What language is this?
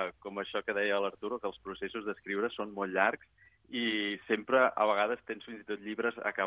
Catalan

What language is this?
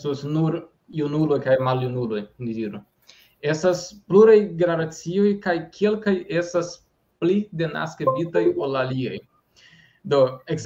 Esperanto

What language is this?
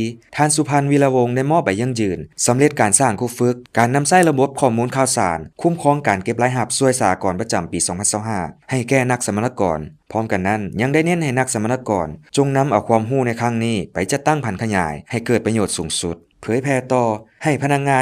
Lao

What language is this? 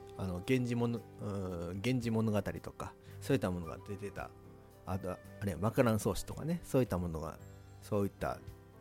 Japanese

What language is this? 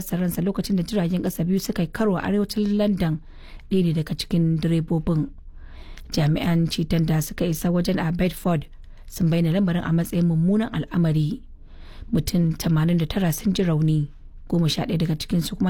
Hausa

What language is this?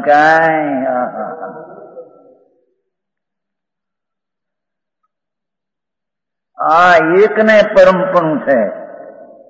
Gujarati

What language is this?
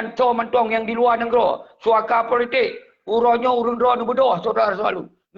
Achinese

